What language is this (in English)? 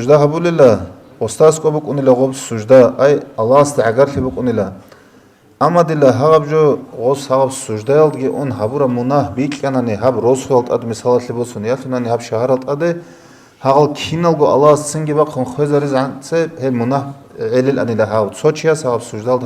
Avaric